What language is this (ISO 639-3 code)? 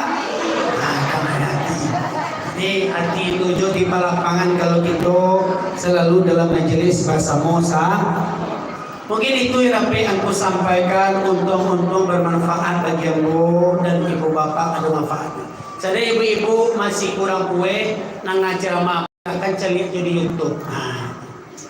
min